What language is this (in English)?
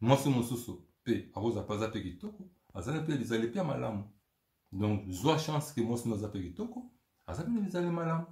Lingala